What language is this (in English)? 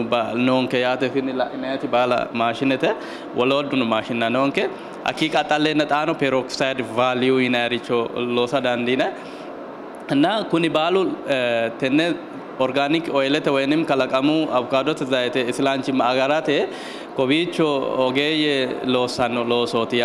Sidamo